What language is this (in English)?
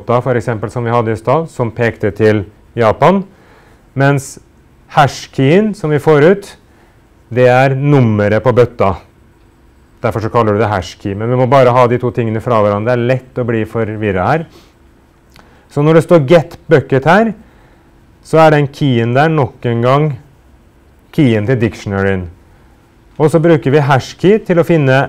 Norwegian